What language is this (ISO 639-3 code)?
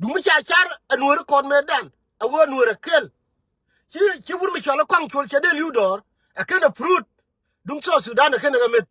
nus